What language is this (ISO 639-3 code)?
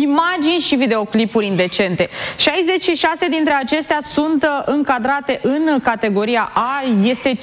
ron